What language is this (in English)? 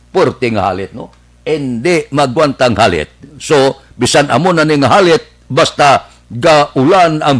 Hiligaynon